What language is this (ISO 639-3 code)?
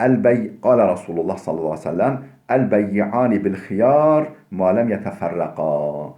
kur